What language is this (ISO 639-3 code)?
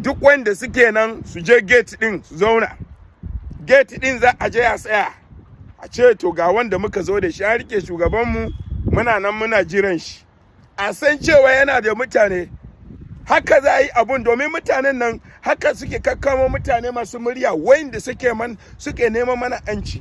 hau